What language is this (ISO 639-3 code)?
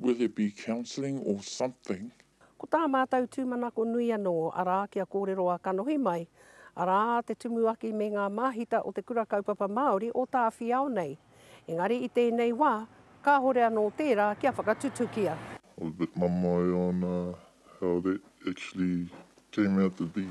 mri